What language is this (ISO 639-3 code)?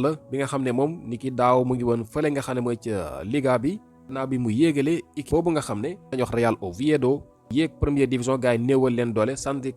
wol